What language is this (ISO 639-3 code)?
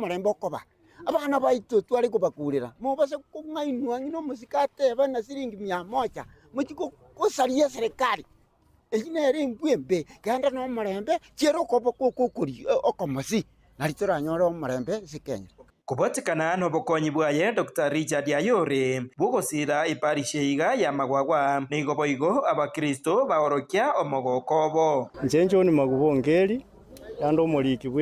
guz